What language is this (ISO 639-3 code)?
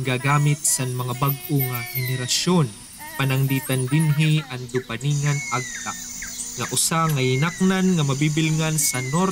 war